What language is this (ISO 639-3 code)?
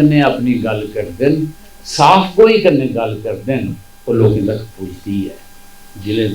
doi